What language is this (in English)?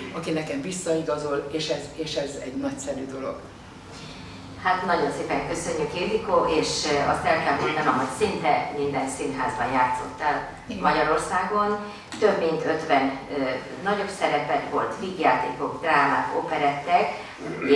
Hungarian